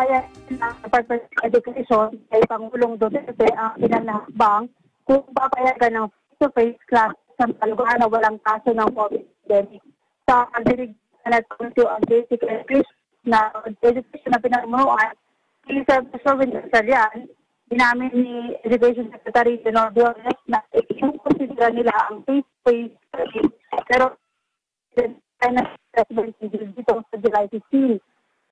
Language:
Filipino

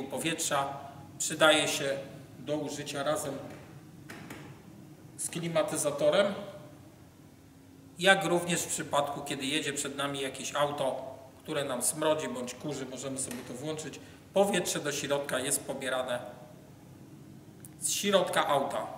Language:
Polish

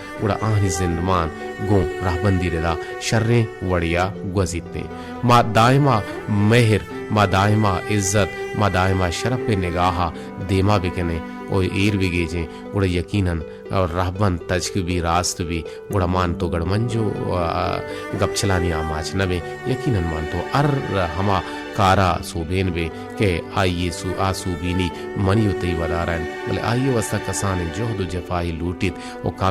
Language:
Baluchi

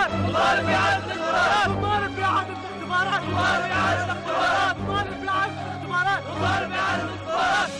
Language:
Arabic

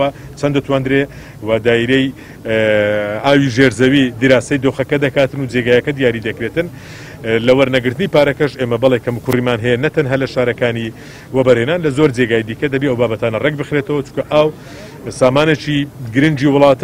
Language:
Central Kurdish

